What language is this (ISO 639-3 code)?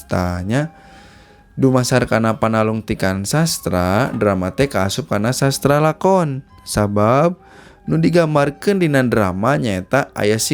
sun